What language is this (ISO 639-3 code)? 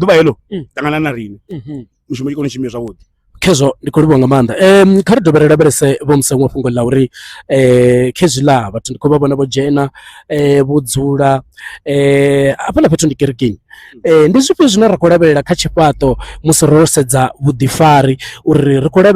ven